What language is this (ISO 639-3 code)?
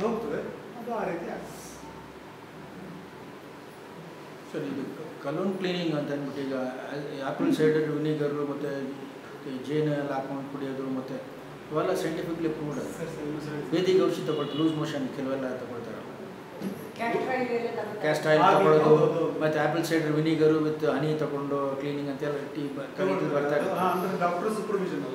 kan